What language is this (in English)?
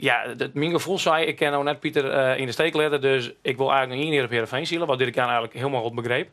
Western Frisian